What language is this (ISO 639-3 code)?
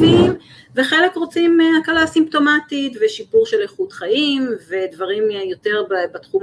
heb